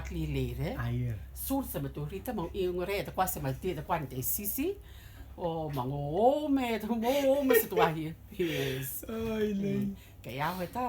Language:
Rotuman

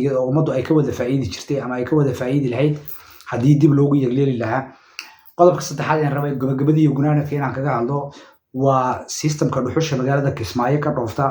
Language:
Somali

